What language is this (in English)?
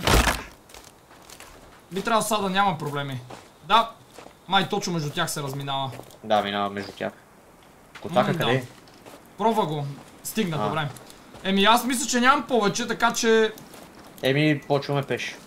Bulgarian